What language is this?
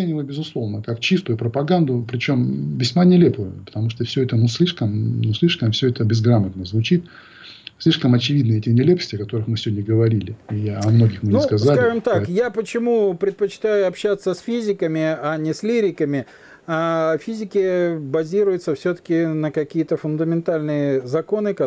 Russian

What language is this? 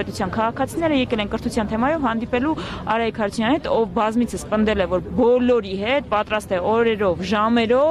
Armenian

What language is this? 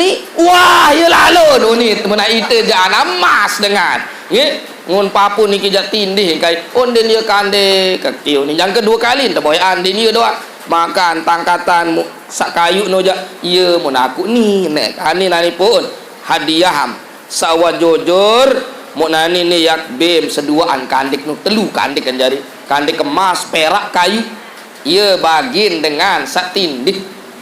Sasak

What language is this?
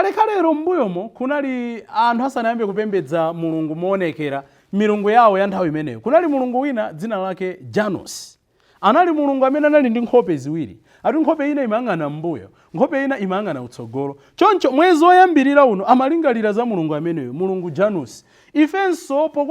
Nyanja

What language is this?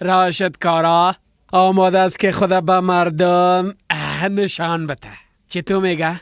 Persian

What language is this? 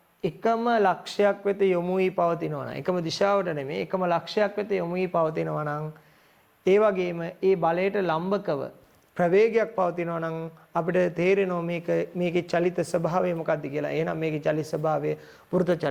Sinhala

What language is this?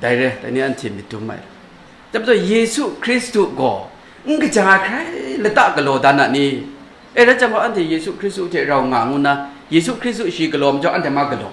Kachin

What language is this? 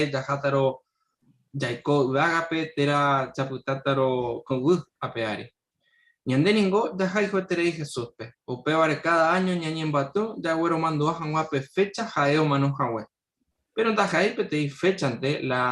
Guarani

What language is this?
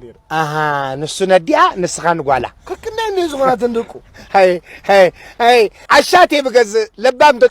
Tigrinya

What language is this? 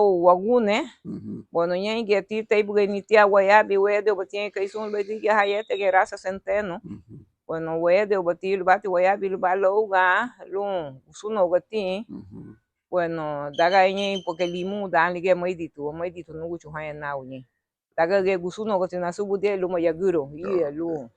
Garifuna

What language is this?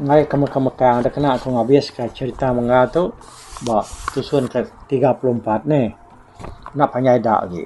Iban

